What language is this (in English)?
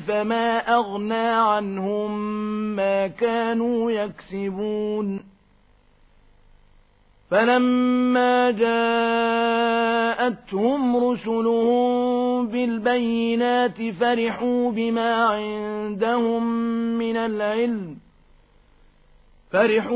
Arabic